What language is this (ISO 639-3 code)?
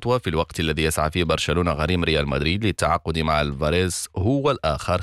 ara